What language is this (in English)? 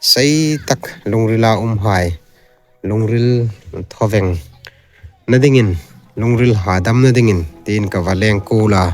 Hmar